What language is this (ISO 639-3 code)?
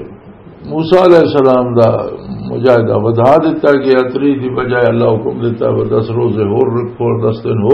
lah